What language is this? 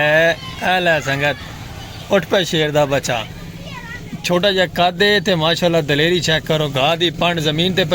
Saraiki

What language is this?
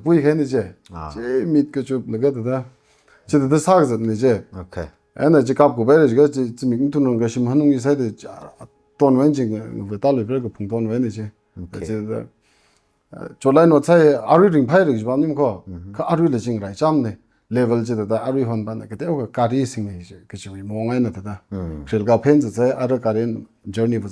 Tangkhul Naga (India)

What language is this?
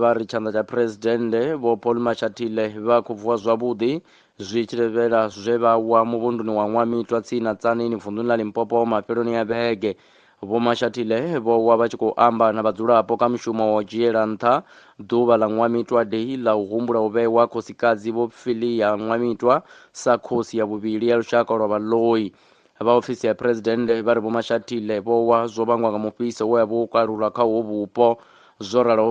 Venda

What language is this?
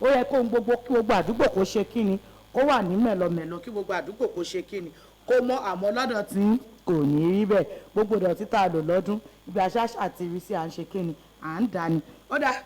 Yoruba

